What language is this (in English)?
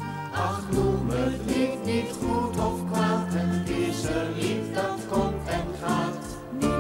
Dutch